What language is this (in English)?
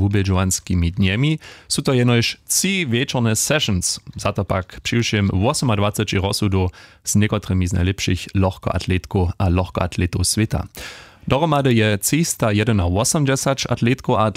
Upper Sorbian